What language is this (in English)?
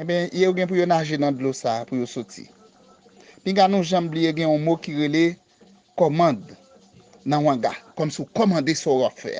Haitian Creole